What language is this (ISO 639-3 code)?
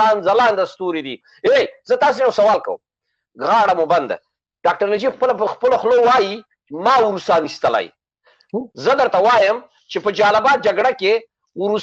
pus